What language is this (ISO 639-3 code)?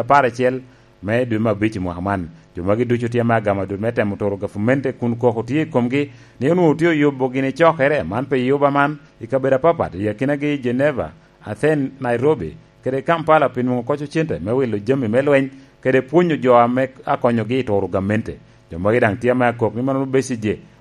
laj